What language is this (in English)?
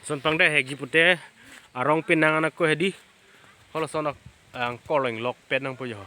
Karbi